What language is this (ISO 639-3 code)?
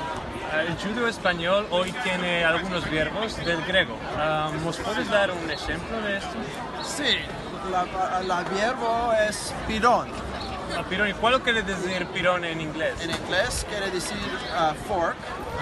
lad